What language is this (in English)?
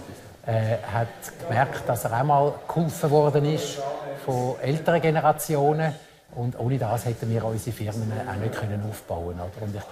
Romansh